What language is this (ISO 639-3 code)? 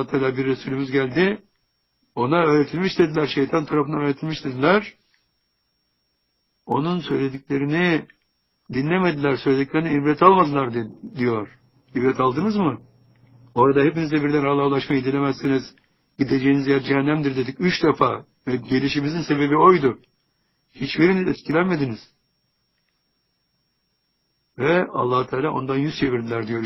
tur